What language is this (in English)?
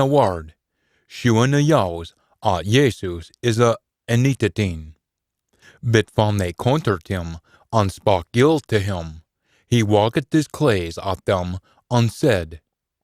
Scots